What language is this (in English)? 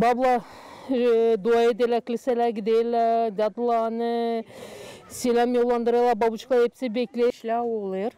Gagauz